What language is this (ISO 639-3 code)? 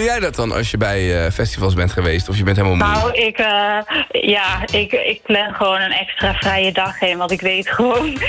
nld